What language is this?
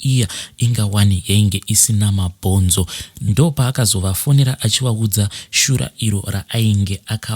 Shona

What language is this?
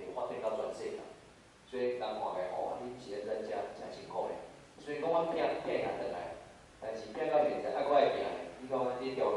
Min Nan Chinese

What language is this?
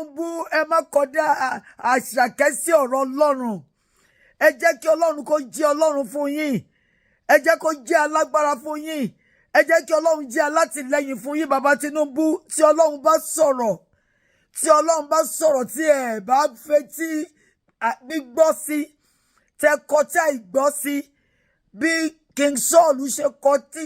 Yoruba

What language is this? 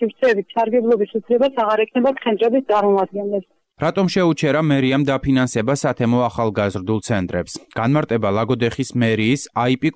Georgian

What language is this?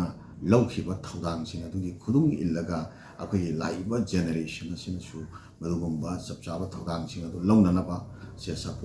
Manipuri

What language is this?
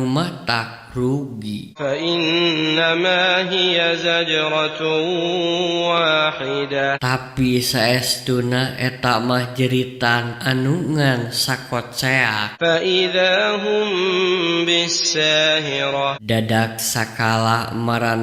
Sundanese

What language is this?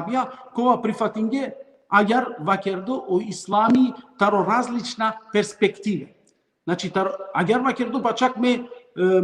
Balkan Romani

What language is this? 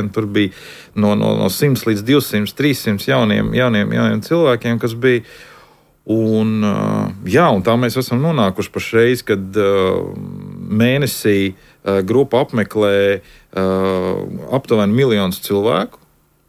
Latvian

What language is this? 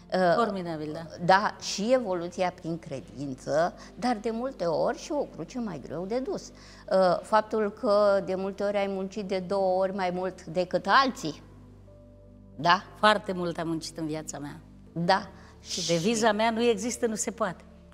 Romanian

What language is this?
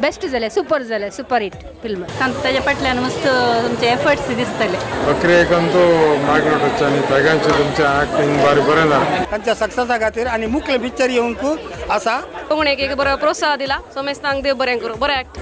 Konkani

